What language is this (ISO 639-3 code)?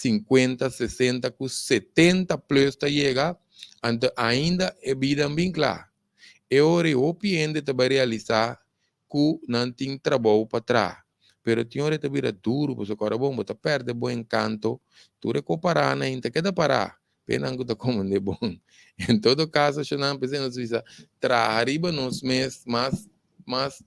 pap